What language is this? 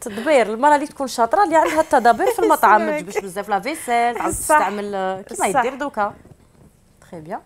Algerian Arabic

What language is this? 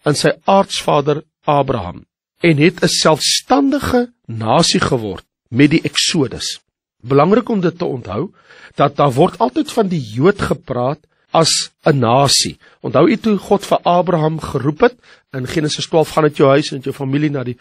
Afrikaans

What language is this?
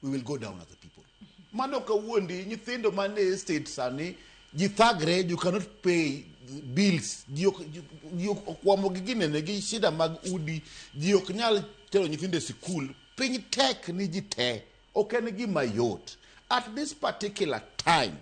Luo (Kenya and Tanzania)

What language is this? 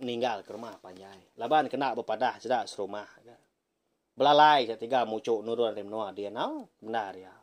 Iban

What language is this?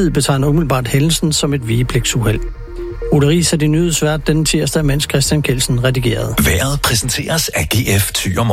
Danish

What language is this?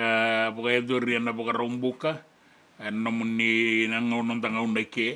Fijian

